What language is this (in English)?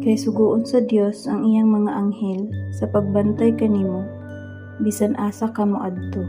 Cebuano